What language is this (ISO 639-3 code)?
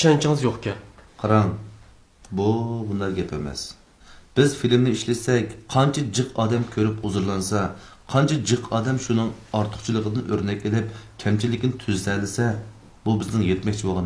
uig